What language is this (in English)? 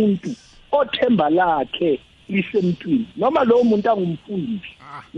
South Ndebele